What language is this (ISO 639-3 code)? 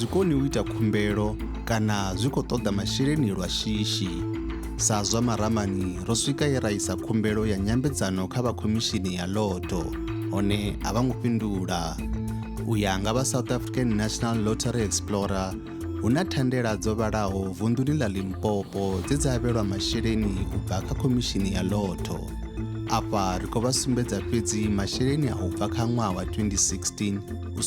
ven